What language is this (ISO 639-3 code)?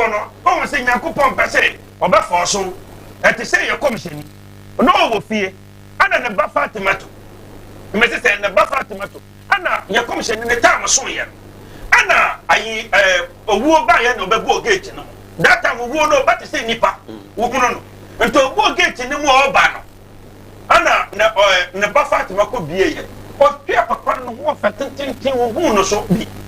aka